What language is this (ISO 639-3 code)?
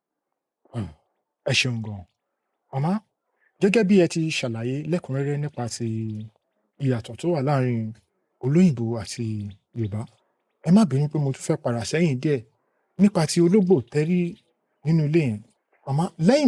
yor